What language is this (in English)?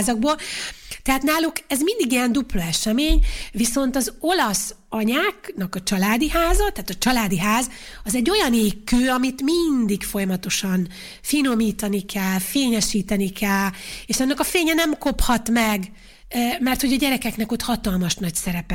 Hungarian